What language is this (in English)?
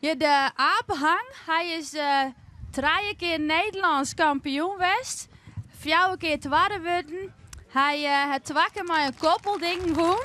Western Frisian